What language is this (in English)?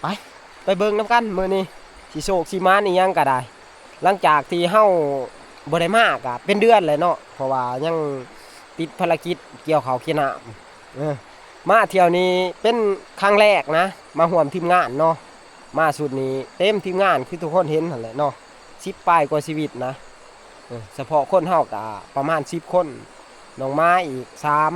Northeastern Thai